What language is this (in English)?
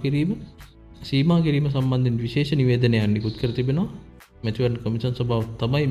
Sinhala